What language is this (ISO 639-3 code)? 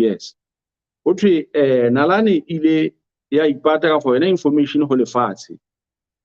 sot